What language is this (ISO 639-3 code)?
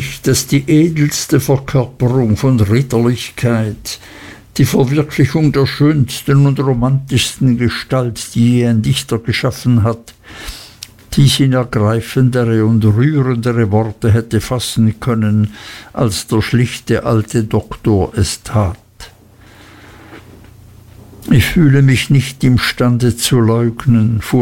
deu